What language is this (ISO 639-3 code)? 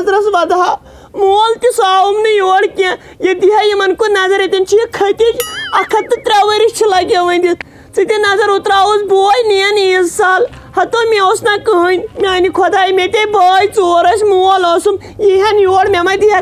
kas